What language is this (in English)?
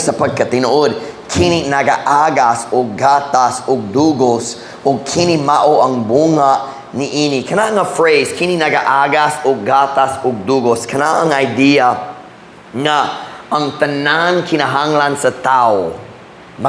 Cebuano